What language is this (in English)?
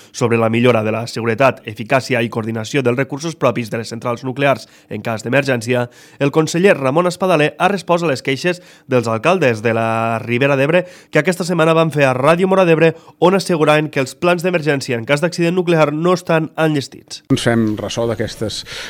Catalan